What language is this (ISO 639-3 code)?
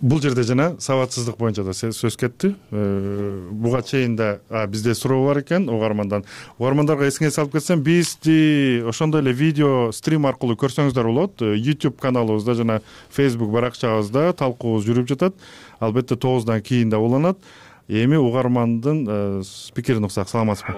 kir